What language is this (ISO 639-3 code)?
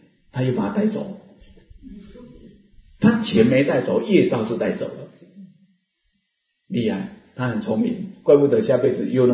zho